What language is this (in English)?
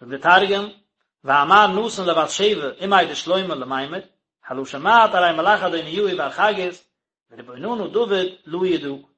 Yiddish